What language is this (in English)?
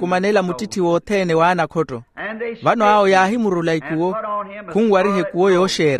Makhuwa